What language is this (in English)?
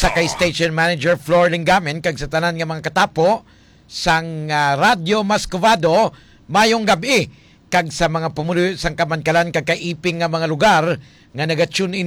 Hiligaynon